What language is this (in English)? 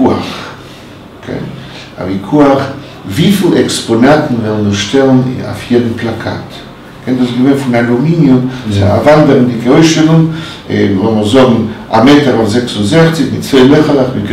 Yiddish